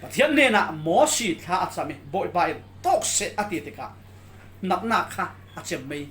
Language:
Falam Chin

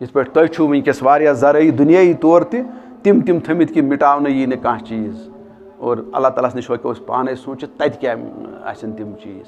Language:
Kashmiri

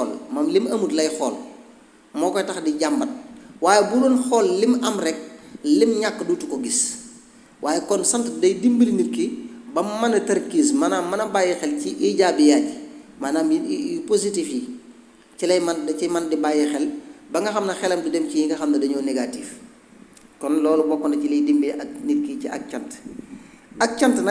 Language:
Wolof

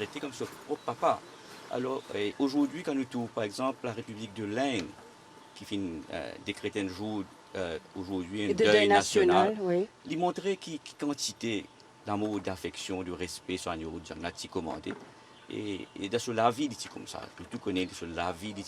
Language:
Morisyen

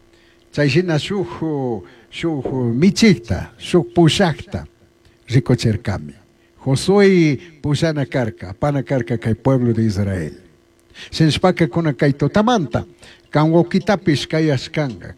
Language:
Chimborazo Highland Quichua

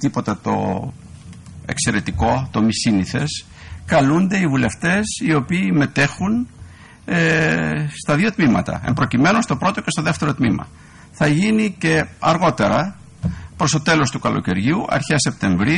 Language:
Greek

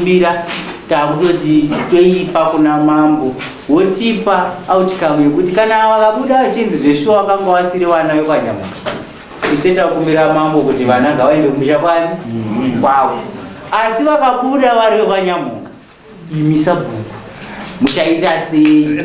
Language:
Shona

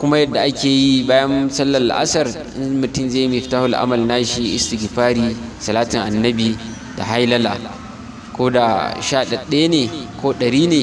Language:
Hausa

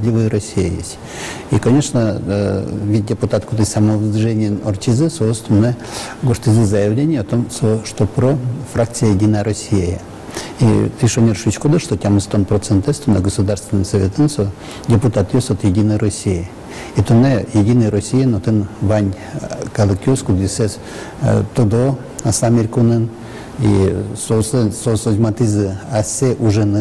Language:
Udmurt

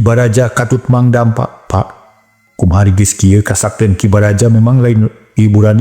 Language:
Sundanese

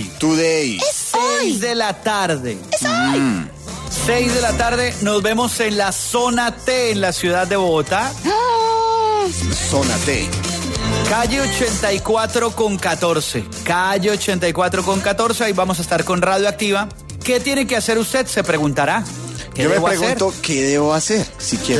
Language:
Spanish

